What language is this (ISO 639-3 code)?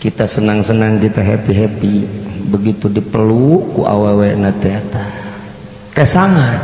sun